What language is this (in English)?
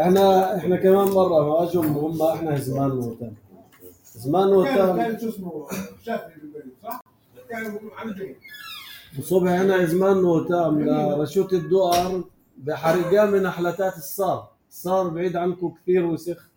North Levantine Arabic